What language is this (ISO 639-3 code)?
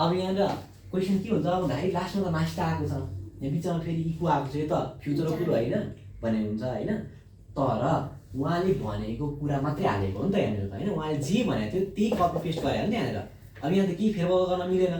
nep